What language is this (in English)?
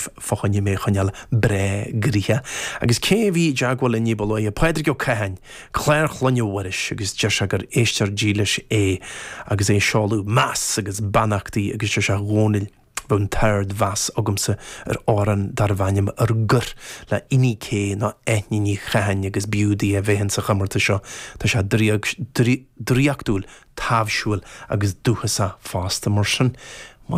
Irish